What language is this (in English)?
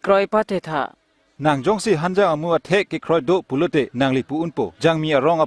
Karbi